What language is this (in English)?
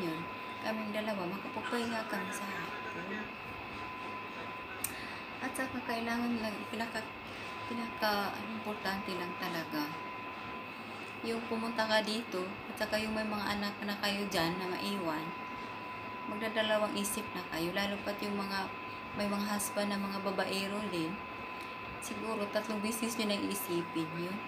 Filipino